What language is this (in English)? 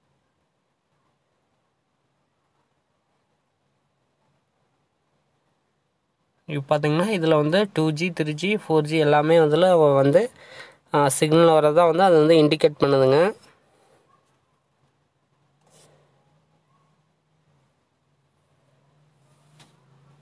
Tamil